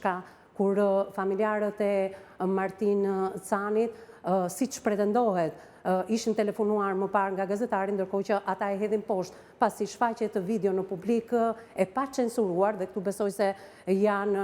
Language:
Albanian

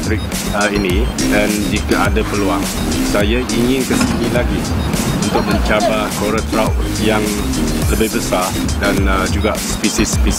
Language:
Malay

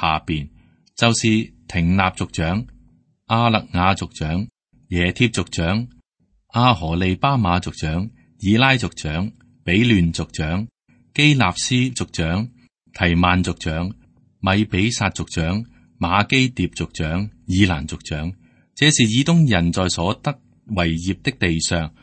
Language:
Cantonese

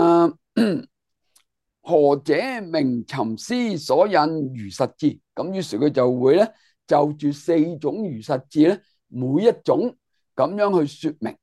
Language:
Cantonese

